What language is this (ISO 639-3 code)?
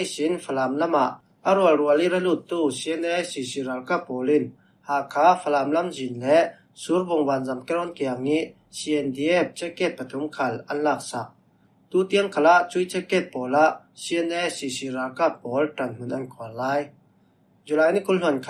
cfm